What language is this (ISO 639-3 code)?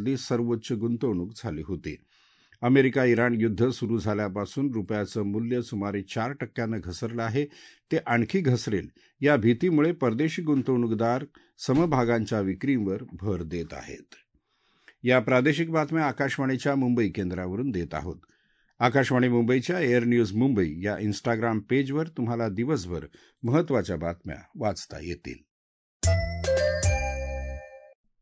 mar